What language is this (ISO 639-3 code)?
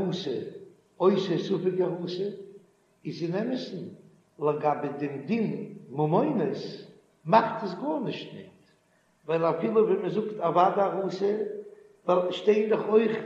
yid